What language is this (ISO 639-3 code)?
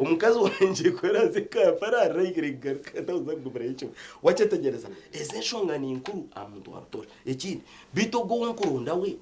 nyn